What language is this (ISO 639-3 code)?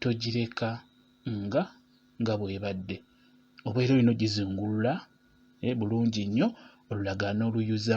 lug